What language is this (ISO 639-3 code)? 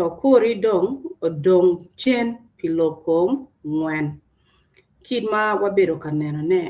ach